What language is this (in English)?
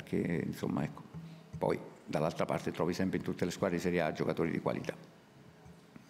Italian